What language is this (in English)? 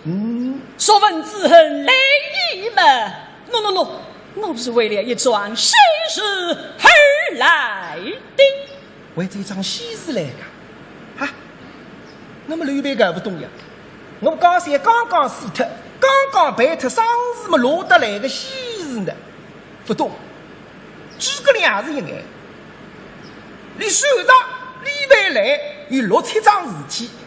Wu Chinese